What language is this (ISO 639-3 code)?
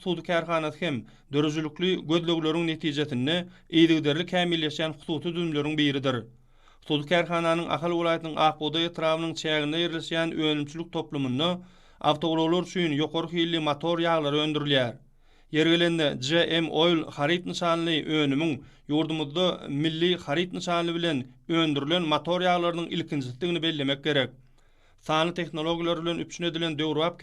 tuk